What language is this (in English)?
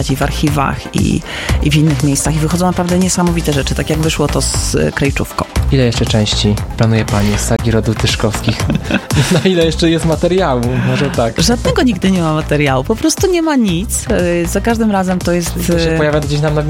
Polish